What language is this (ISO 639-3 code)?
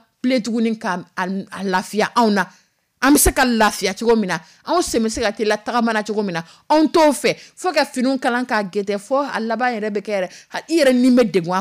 dyu